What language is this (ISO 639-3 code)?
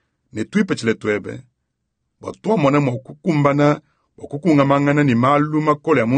lua